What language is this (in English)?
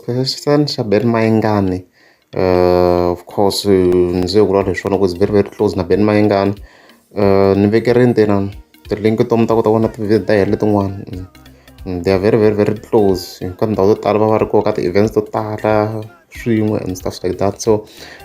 Tsonga